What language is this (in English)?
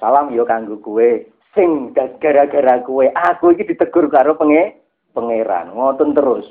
Javanese